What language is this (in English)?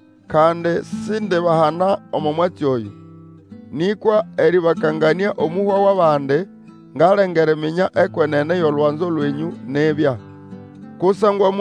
Nande